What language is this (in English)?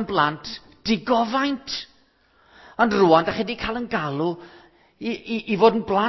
Welsh